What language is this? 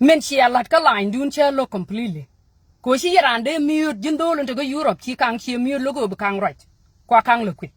Nuer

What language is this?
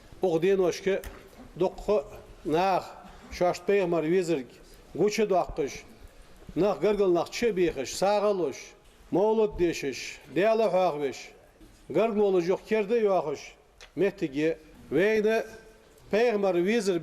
Ingush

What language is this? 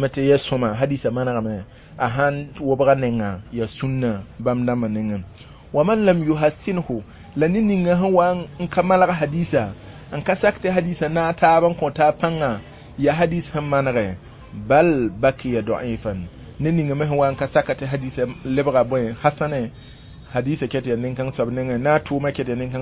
Mossi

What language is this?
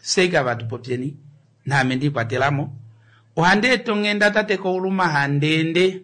Kuanyama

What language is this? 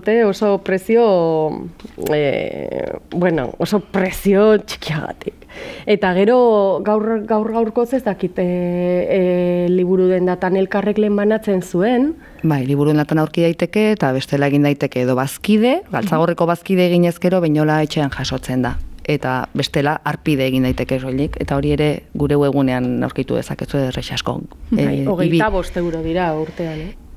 Basque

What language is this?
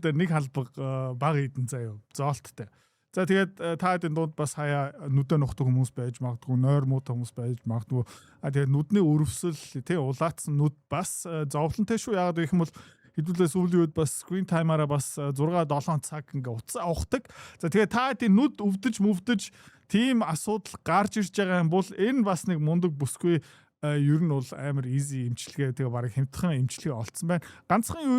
Mongolian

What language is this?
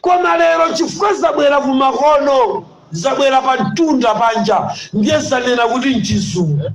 Nyanja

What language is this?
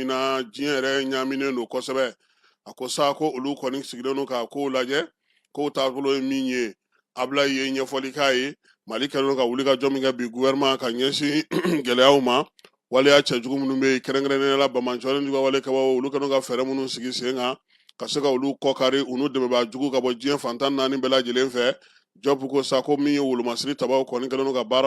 Bambara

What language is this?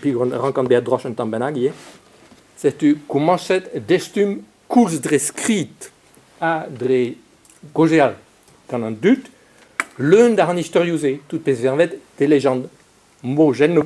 Breton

